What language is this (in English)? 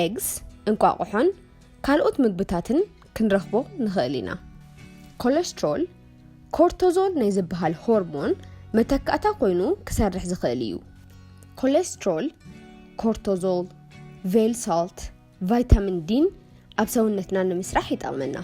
Tigrinya